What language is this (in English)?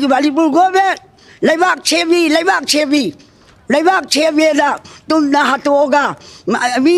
Manipuri